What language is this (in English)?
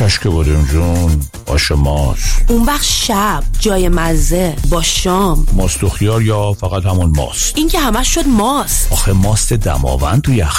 Persian